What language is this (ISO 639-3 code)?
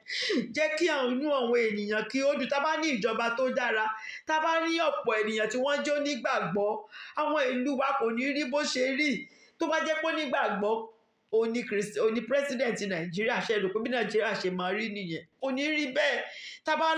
yor